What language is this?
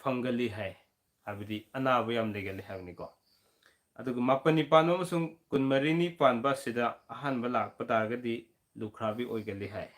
Manipuri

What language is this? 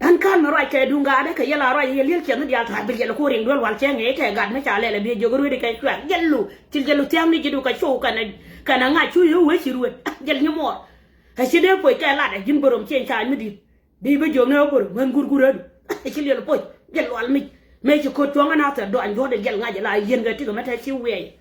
Nuer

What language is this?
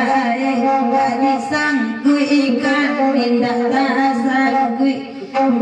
Minangkabau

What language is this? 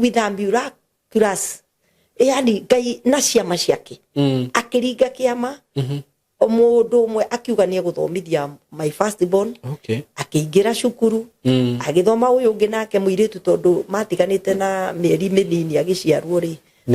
Kikuyu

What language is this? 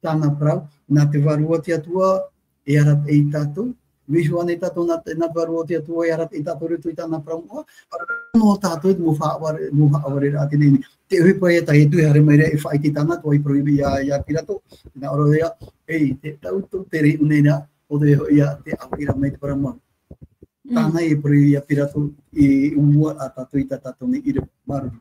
Tahitian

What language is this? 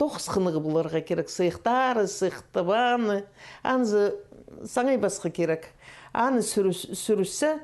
Khakas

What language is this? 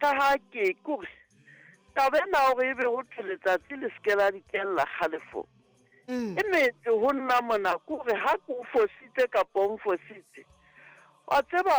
Southern Sotho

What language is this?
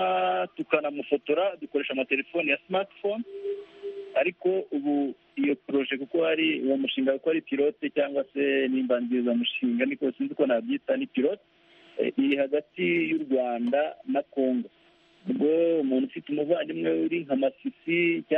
Kinyarwanda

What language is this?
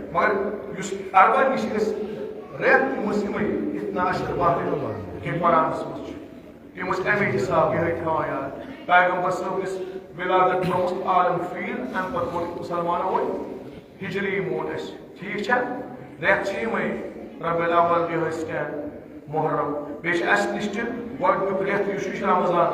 Kashmiri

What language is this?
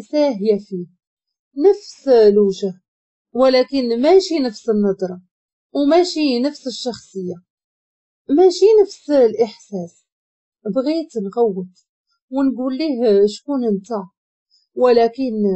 Moroccan Arabic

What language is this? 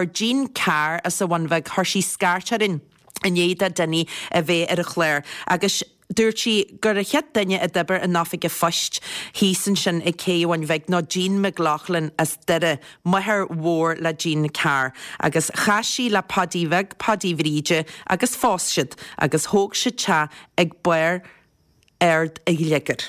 Irish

